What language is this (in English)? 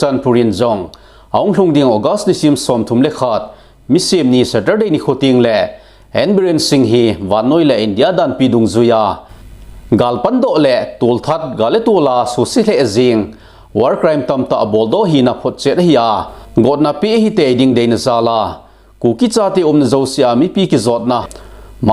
Thado Chin